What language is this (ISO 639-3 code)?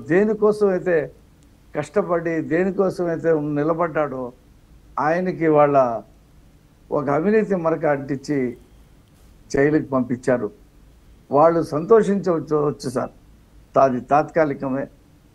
tel